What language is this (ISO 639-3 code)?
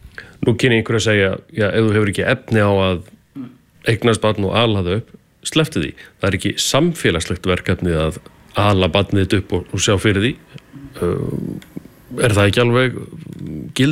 isl